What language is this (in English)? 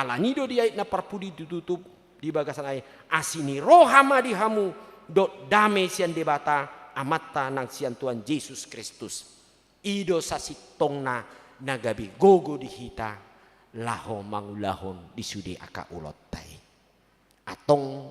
Batak Toba